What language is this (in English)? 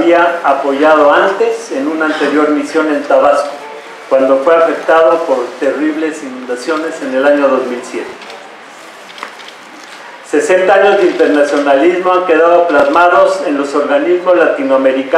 Spanish